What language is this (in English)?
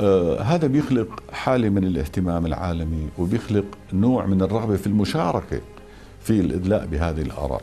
North Levantine Arabic